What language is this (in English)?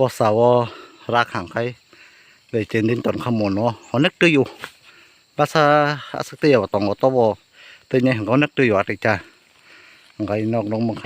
Kok Borok